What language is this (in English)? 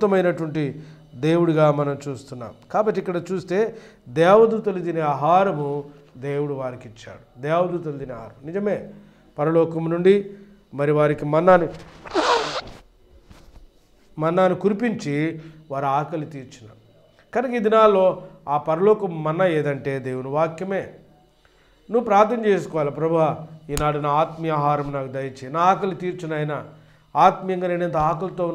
Telugu